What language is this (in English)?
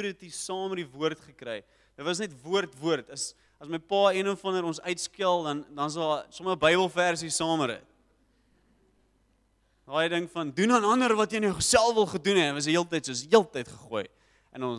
Afrikaans